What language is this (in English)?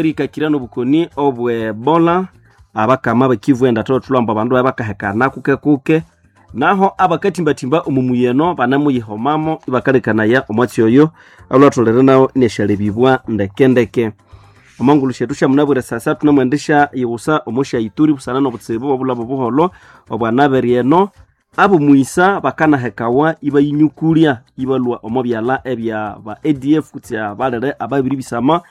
Nande